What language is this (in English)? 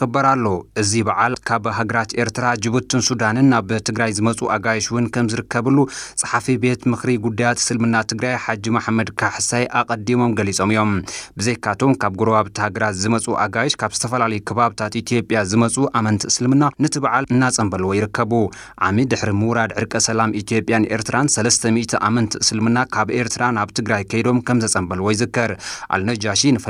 Tigrinya